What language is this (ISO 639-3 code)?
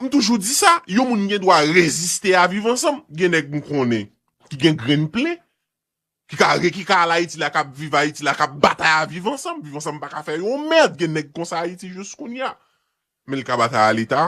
hat